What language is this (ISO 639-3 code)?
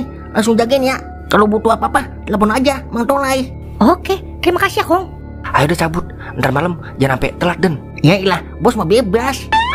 bew